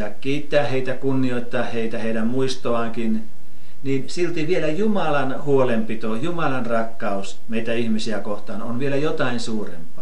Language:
Finnish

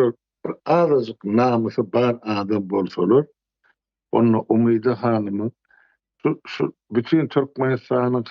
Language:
Turkmen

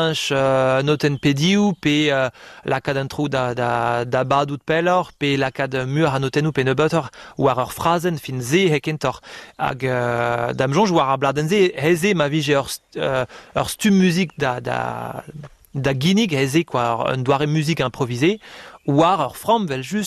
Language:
Breton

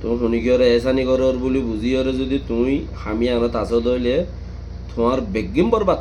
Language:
Rohingya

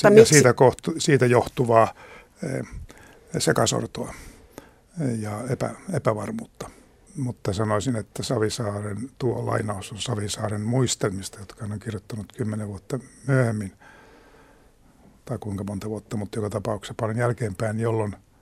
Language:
Finnish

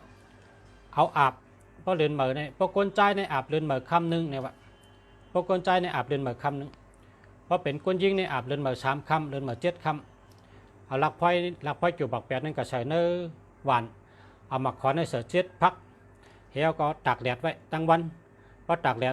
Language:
Shan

